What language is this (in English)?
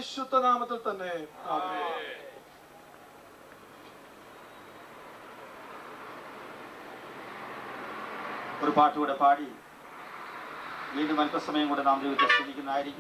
Malayalam